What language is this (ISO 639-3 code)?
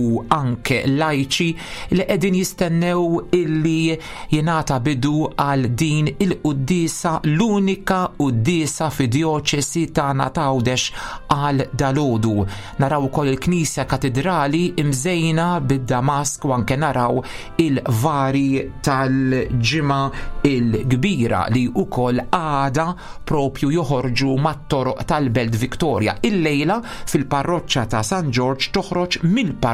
mlt